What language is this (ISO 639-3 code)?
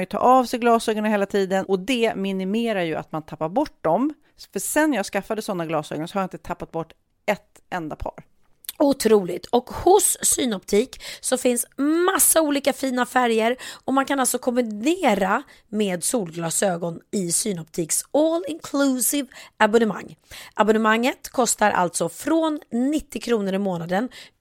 swe